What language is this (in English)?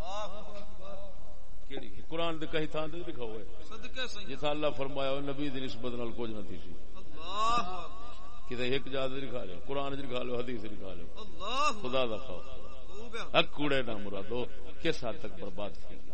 Saraiki